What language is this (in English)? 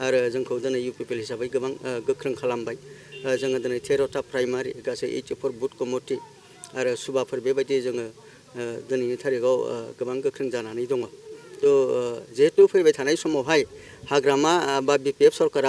Bodo